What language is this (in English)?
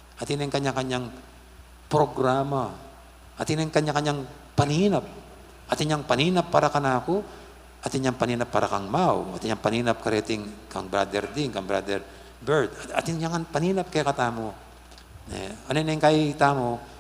Pampanga